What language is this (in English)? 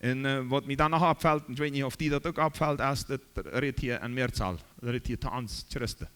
Plautdietsch